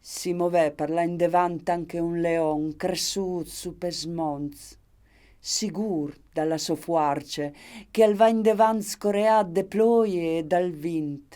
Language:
Friulian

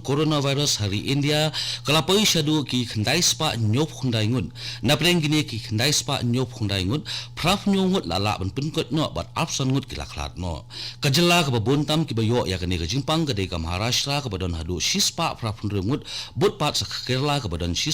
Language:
Khasi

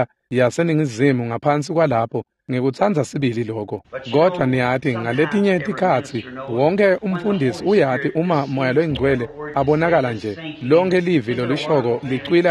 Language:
Swati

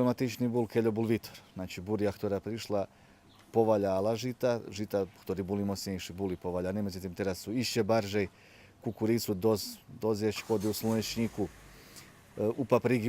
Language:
Rusyn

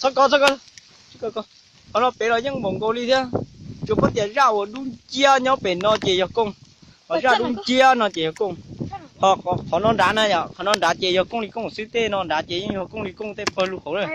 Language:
Hmong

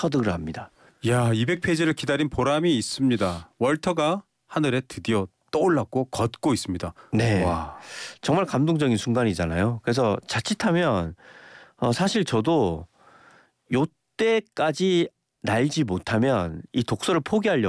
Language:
Korean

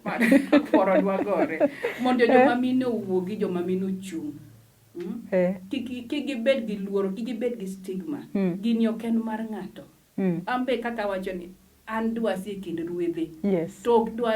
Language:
Luo (Kenya and Tanzania)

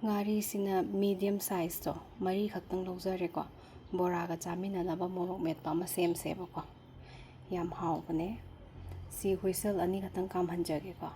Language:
Manipuri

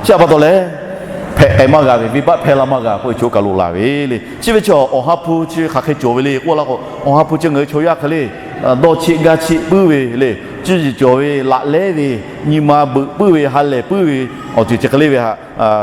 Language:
Lahu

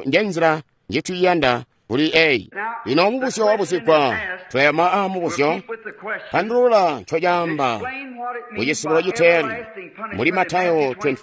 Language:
Tonga (Zambia)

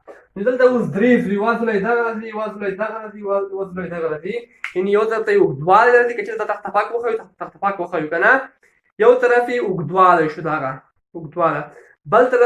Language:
Pashto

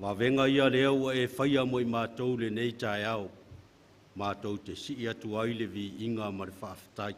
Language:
Samoan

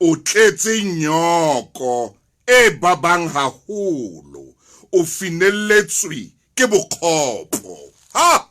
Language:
Southern Sotho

